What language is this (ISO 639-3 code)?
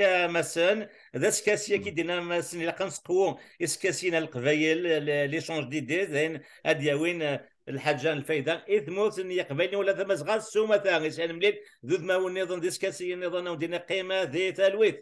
kab